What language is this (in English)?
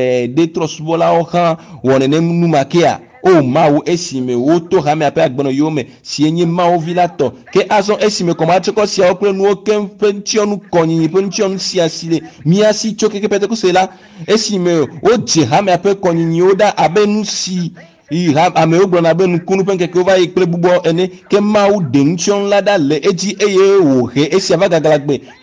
Ewe